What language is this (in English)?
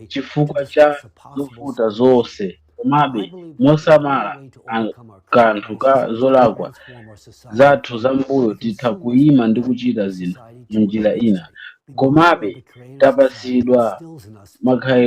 Nyanja